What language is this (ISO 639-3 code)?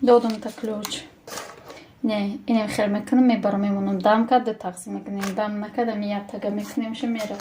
tgk